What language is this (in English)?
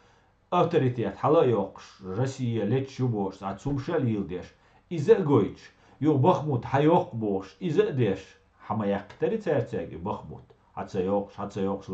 Chechen